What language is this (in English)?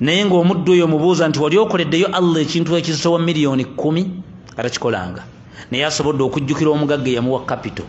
Ganda